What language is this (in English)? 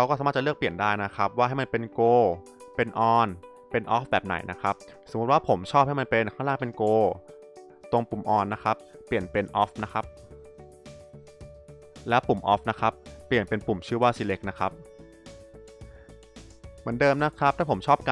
Thai